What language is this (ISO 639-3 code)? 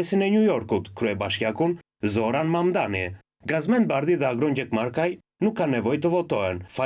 sqi